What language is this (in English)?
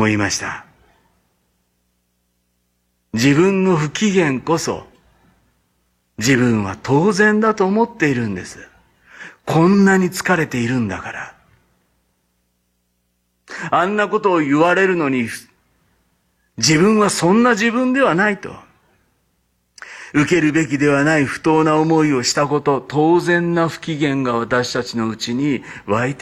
Japanese